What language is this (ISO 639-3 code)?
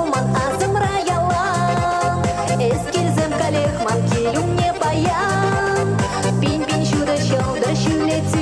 chv